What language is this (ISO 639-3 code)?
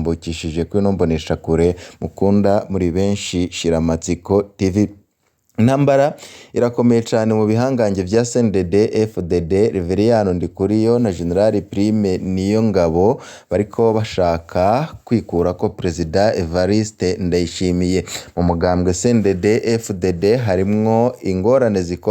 run